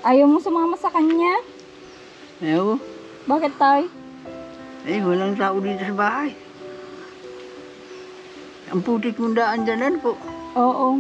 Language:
Filipino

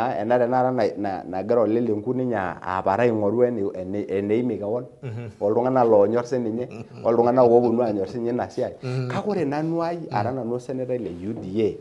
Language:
Masai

